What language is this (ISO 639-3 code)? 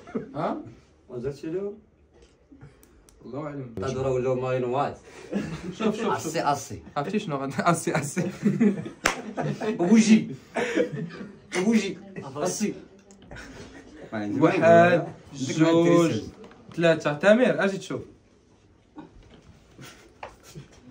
ary